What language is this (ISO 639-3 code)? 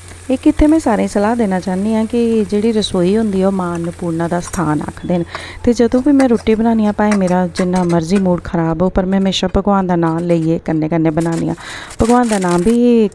doi